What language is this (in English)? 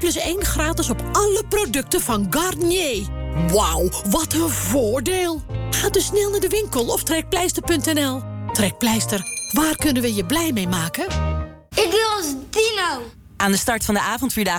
Dutch